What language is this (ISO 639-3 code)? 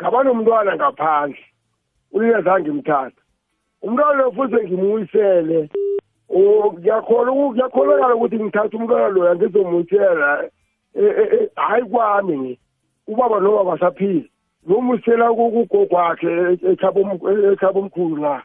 nbl